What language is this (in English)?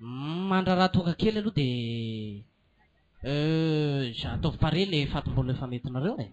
Malagasy